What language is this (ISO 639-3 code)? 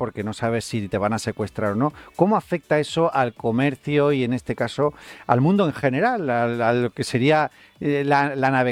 spa